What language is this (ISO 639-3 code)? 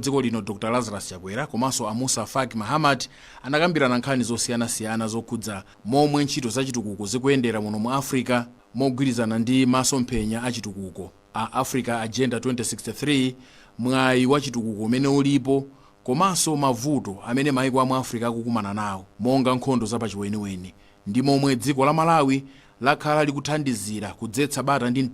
nya